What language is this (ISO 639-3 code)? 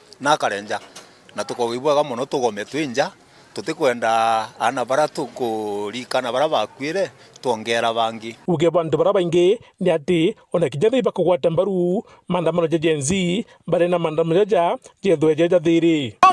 mer